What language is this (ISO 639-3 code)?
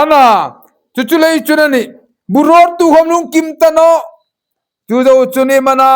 hmr